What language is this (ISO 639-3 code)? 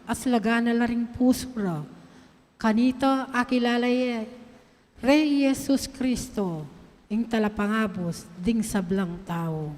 pam